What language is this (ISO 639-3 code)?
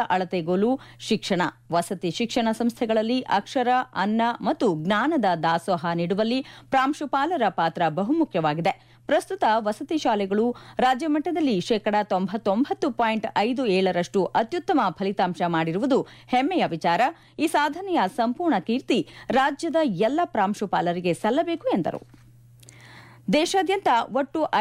kan